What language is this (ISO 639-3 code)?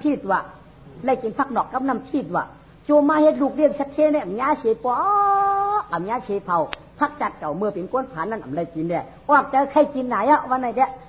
shn